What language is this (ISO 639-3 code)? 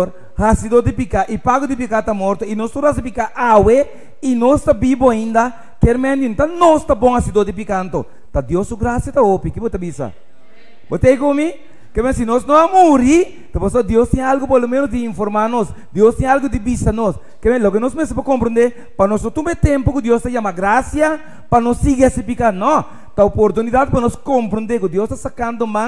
pap